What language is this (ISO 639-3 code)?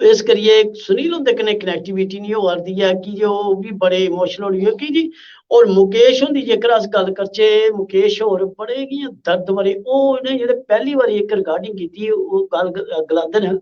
doi